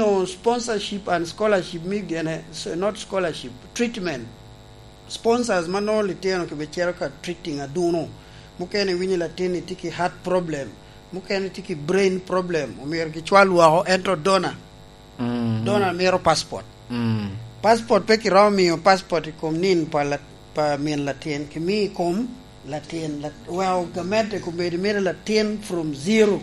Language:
Lango (Uganda)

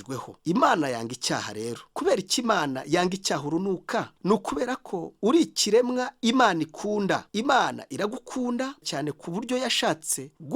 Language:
Kinyarwanda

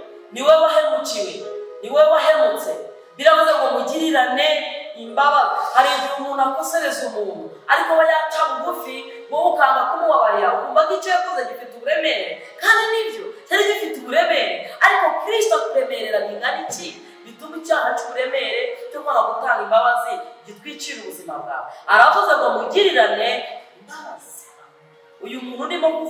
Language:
Kinyarwanda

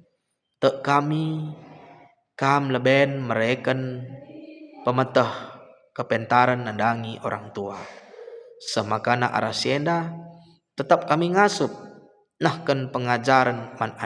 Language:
Batak Karo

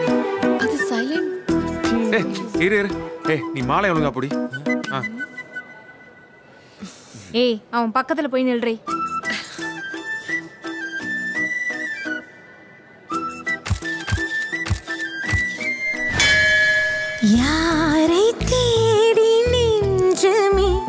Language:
Tamil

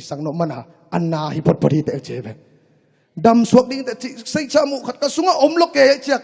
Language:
Tedim Chin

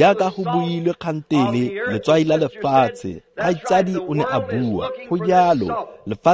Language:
Tswana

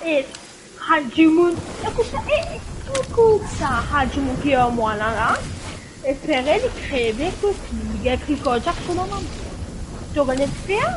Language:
Morisyen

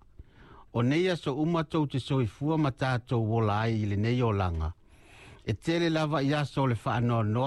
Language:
Samoan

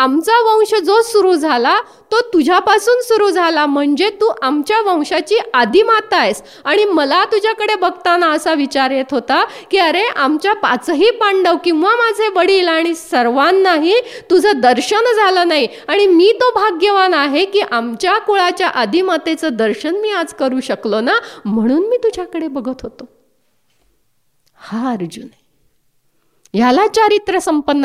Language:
Marathi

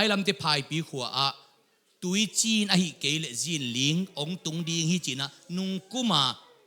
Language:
Tedim Chin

